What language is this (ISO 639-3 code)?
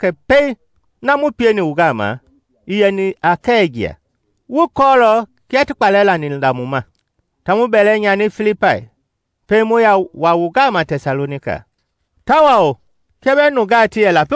men